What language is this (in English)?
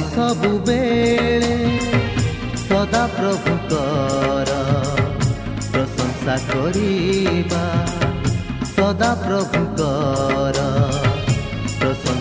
Odia